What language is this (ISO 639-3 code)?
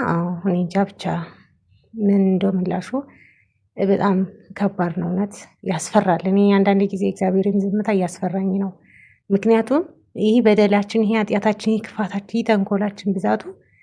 amh